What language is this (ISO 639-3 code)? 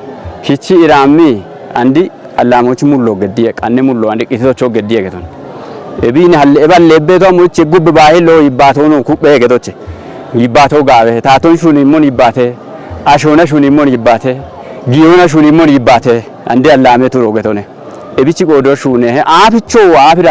kbr